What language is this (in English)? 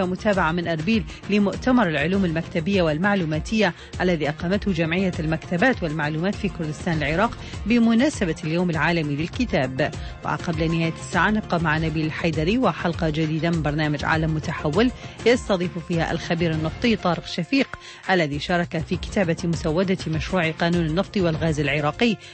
Arabic